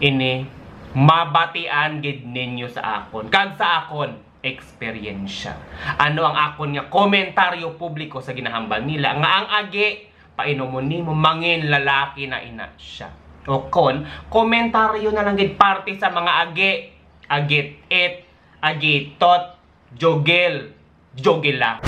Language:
Hiligaynon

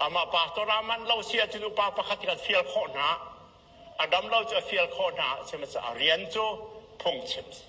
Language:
Hakha Chin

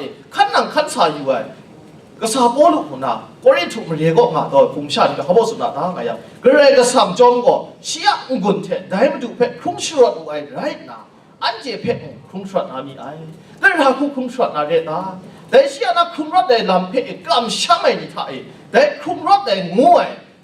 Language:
Kachin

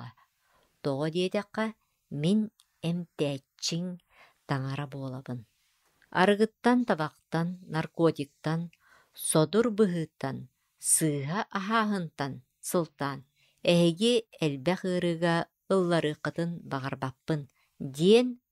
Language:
Yakut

